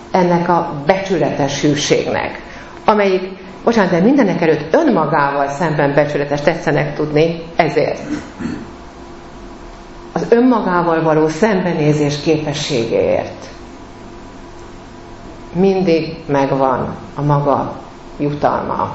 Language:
Hungarian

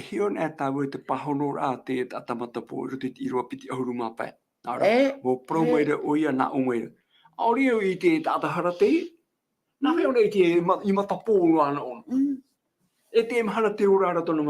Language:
Tahitian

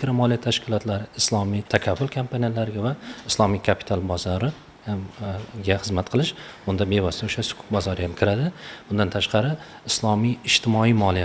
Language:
Uzbek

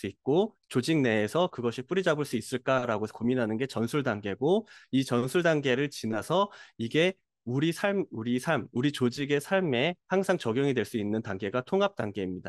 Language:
Korean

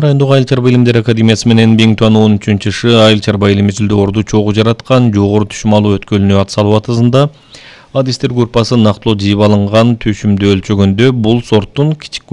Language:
Kyrgyz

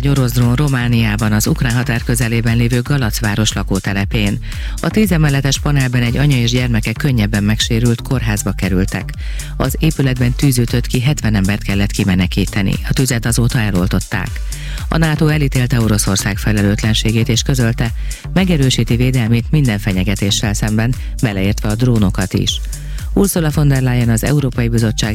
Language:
Hungarian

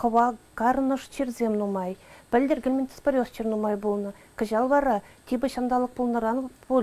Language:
Chuvash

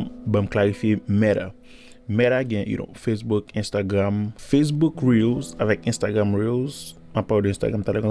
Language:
Haitian Creole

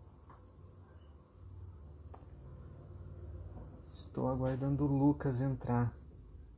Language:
Portuguese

